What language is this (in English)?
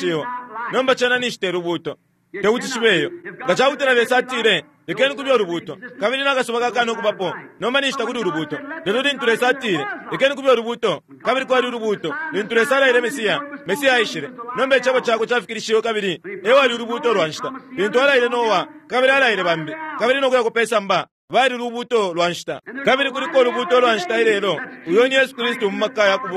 Bemba